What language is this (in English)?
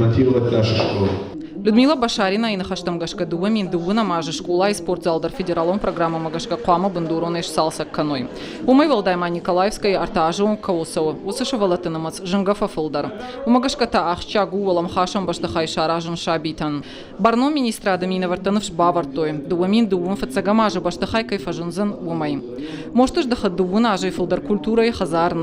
Ossetic